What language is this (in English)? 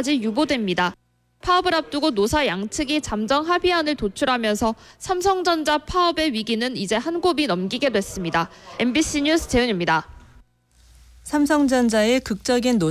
Korean